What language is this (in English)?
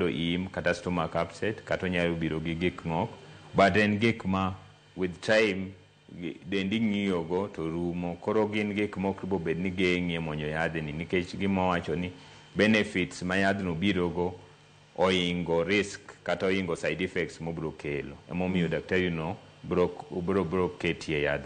Luo (Kenya and Tanzania)